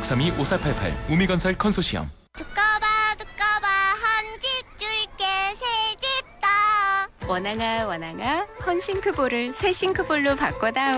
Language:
Korean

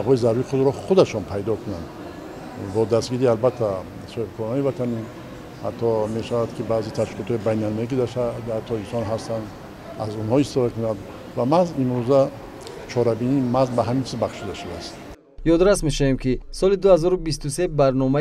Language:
Tajik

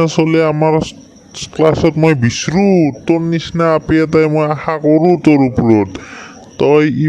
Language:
Assamese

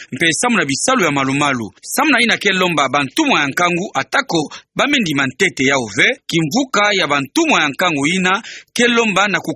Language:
Kituba (Democratic Republic of Congo)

